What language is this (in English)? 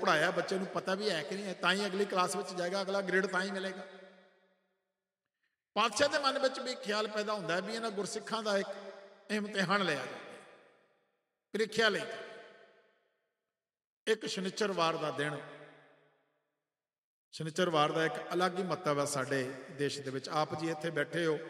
Punjabi